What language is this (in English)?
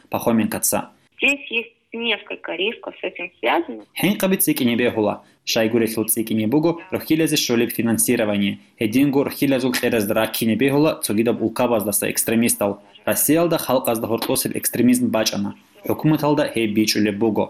Avaric